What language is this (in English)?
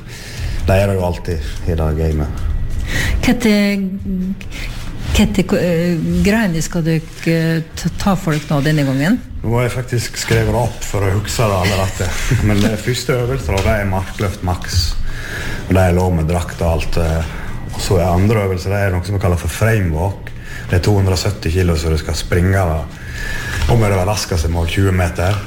Norwegian